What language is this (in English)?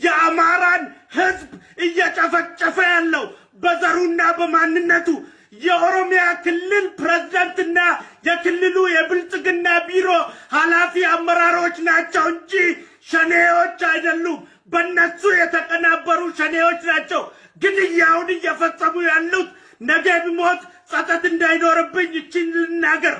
Amharic